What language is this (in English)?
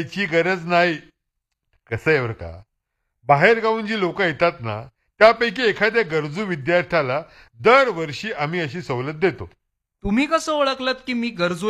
Marathi